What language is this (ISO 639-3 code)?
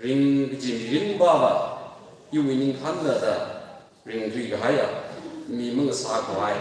nmf